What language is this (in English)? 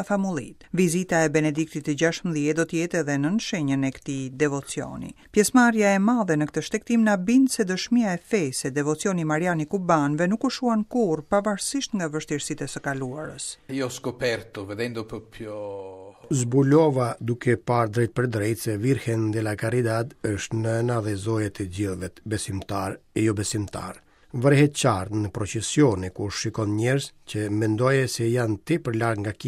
Albanian